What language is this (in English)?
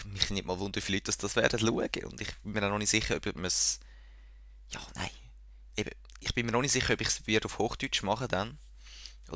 Swiss German